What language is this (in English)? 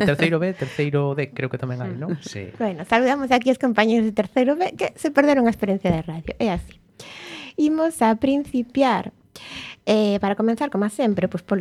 Galician